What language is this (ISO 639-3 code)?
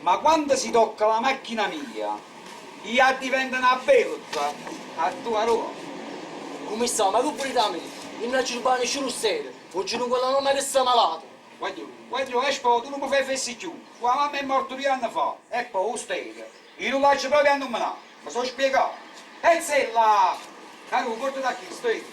nap